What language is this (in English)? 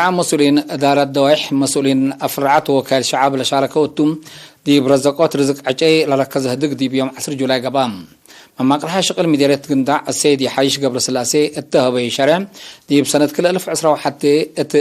Tigre